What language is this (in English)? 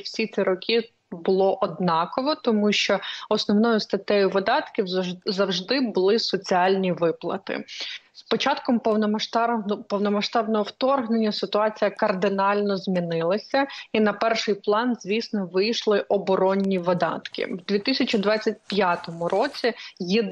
Ukrainian